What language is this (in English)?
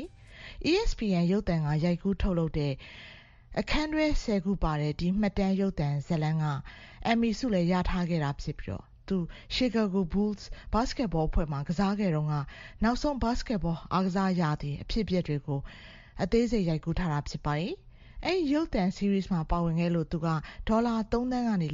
Burmese